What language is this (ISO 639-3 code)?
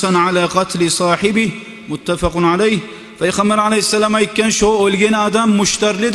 kum